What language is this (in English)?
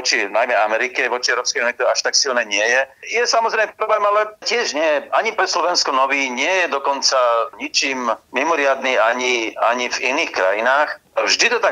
Slovak